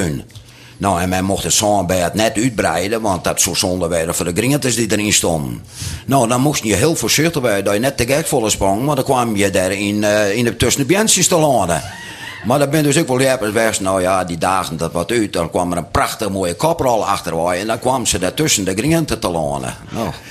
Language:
Western Frisian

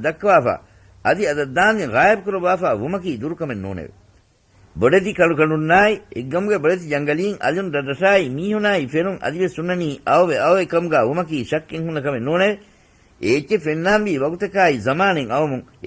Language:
Divehi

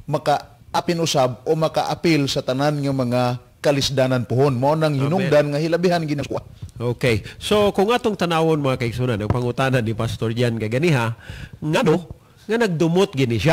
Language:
Cebuano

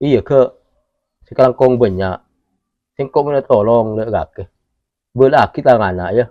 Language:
Madurese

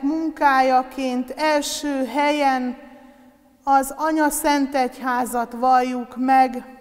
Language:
Hungarian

